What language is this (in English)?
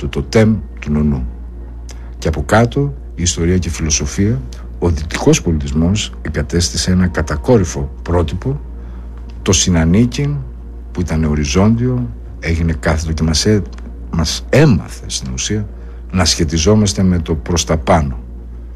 Greek